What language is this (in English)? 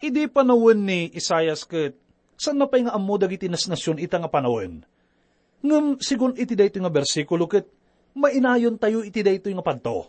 Iloko